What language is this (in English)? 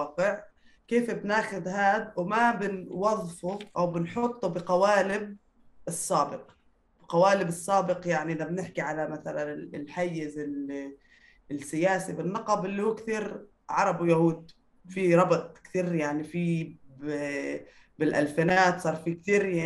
North Levantine Arabic